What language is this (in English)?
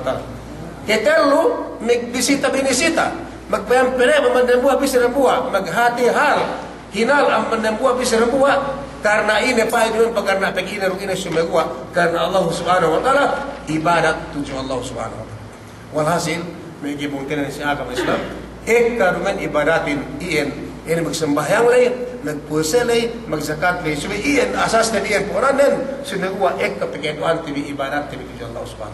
Yakan